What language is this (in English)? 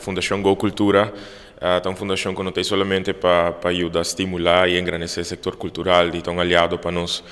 Papiamento